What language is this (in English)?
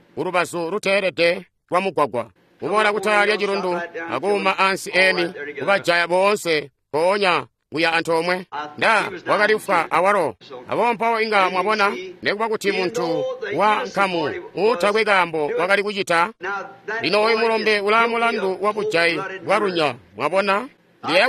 Tonga (Zambia)